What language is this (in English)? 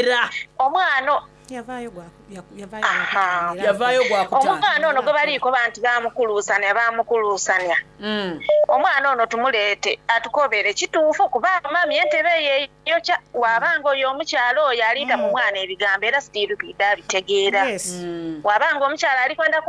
Soga